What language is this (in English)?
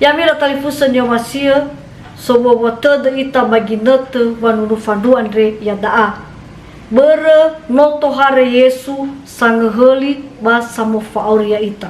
Nias